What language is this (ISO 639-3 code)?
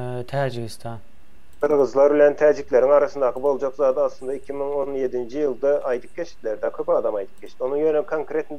tuk